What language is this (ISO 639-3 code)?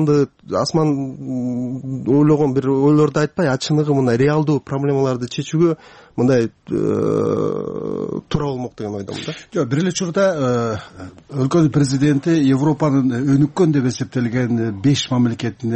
kir